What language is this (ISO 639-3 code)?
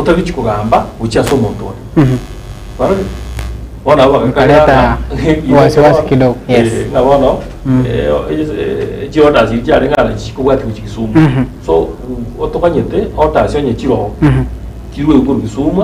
guz